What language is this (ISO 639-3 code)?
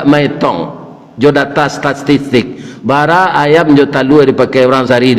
min